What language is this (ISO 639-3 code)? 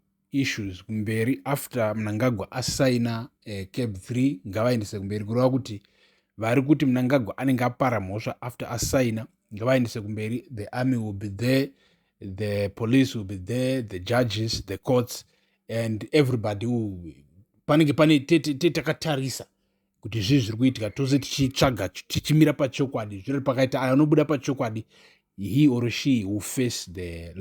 sna